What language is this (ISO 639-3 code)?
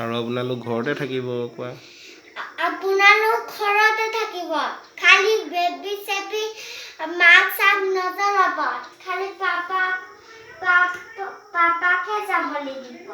asm